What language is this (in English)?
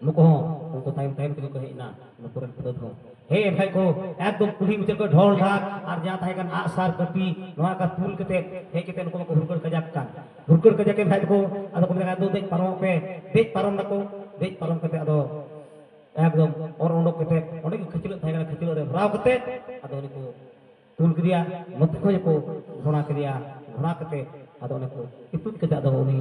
Santali